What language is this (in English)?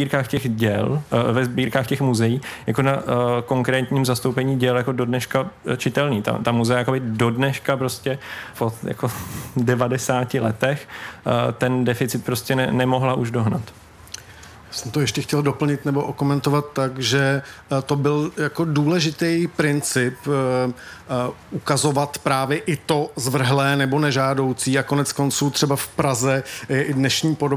Czech